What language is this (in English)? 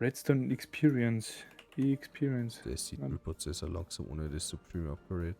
Bavarian